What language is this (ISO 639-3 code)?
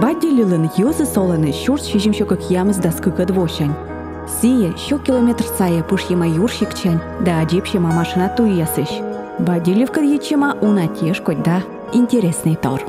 kom